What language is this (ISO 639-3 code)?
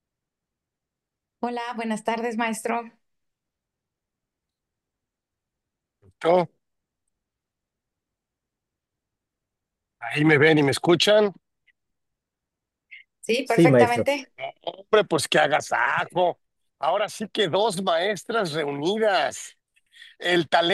spa